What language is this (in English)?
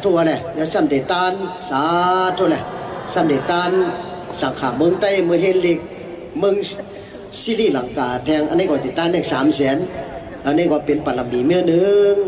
Shan